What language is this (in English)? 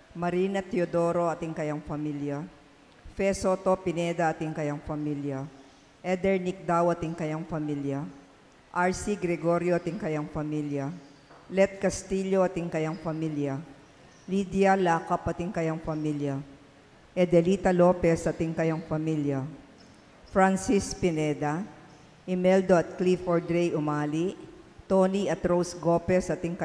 Pampanga